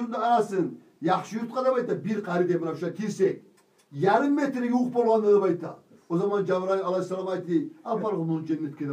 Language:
Kumyk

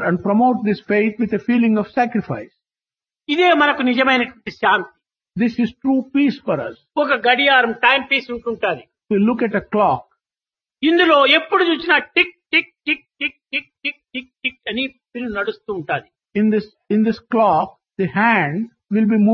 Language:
Telugu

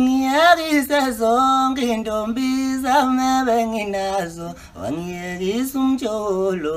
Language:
Zulu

